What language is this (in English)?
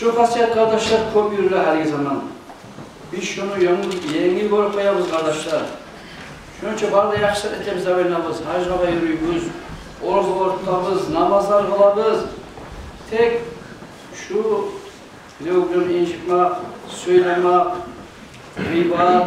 Kumyk